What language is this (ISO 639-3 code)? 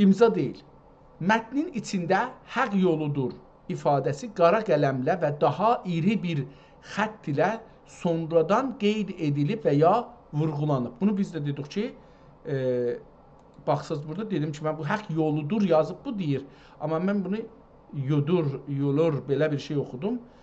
azb